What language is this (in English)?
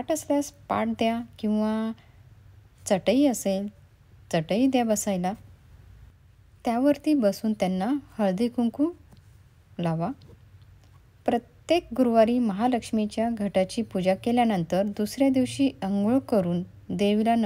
Marathi